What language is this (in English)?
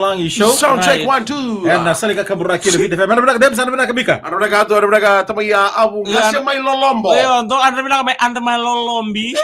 Fijian